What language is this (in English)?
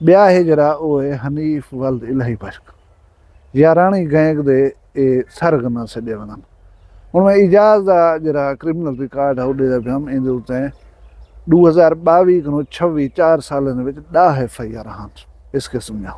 Saraiki